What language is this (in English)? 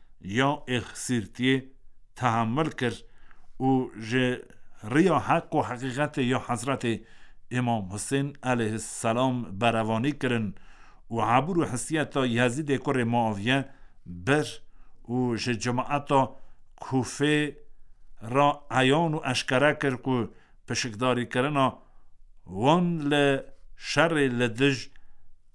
Kurdish